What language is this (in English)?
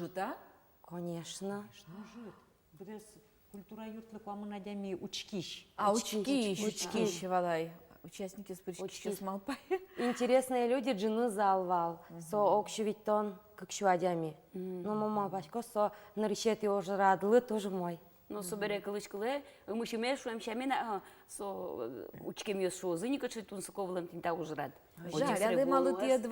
Udmurt